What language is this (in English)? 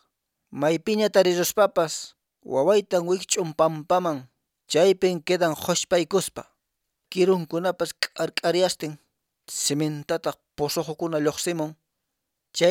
Quechua